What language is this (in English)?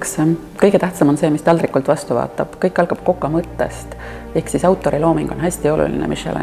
Estonian